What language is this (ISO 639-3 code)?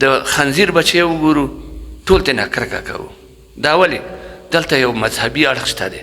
pus